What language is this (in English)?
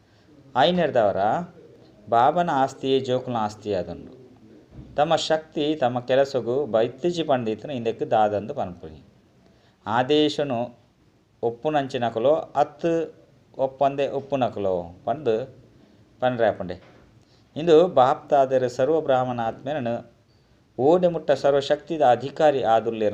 Tulu